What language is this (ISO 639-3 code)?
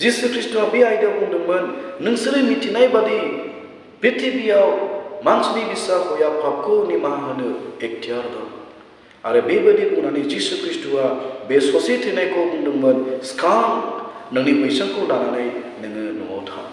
brx